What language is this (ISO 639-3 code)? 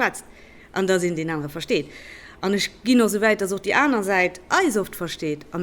ltz